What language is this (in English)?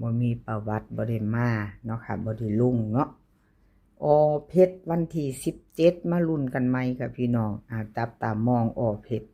Northeastern Thai